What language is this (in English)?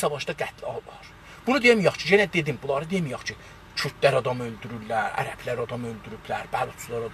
South Azerbaijani